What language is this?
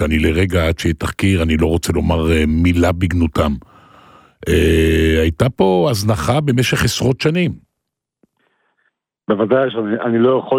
Hebrew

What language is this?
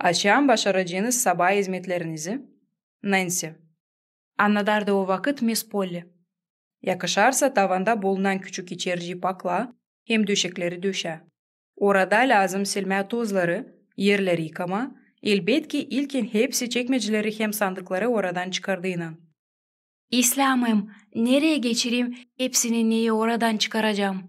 Gagauz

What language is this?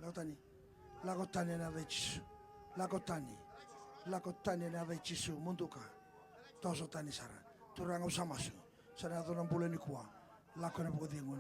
Fijian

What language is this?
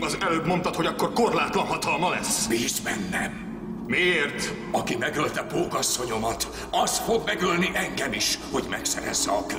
Hungarian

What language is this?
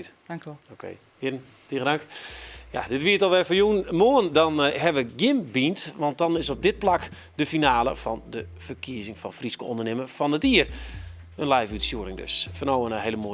Western Frisian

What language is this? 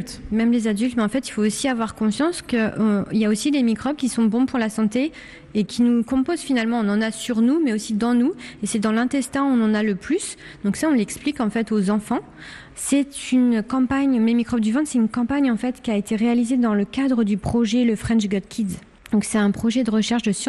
French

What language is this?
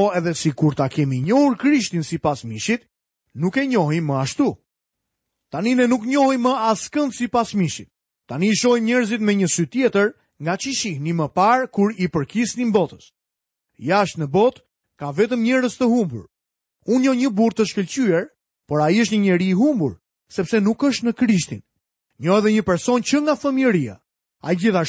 Albanian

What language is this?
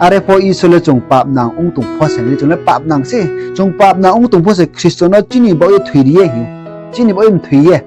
Riang (India)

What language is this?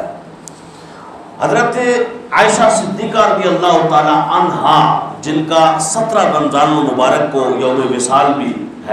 Urdu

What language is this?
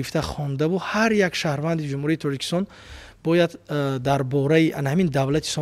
Tajik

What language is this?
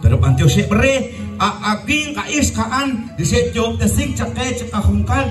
Kekchí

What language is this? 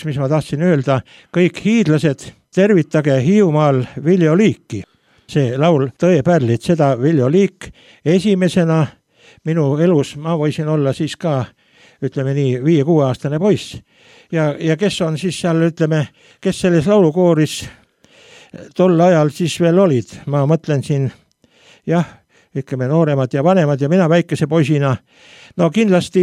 Estonian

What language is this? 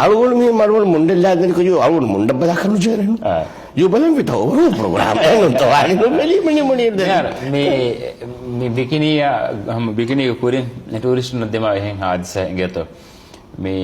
Divehi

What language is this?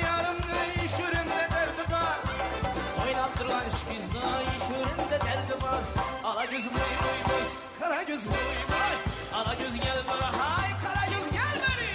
Kara-Kalpak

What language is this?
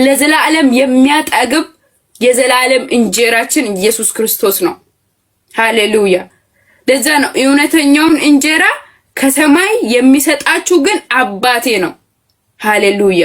Amharic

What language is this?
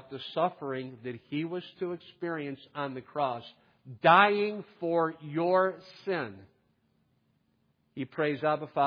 English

